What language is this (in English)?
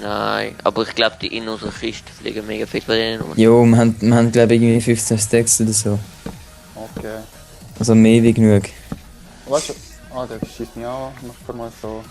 Swiss German